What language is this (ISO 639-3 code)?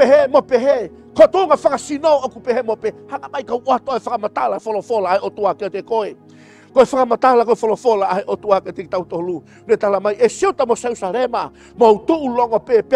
ton